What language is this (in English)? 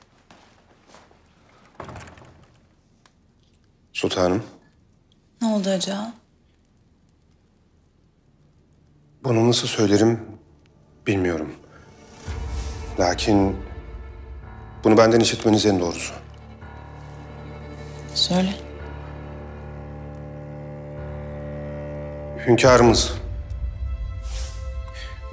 Turkish